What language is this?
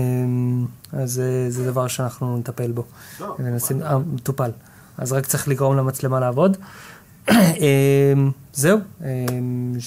Hebrew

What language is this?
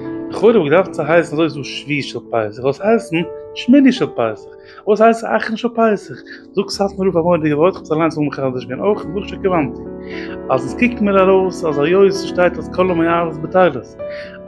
Yiddish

